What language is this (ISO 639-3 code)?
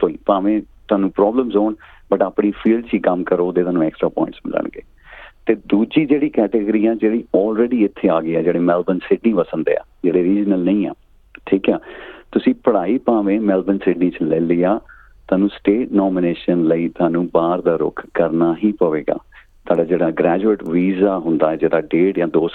pan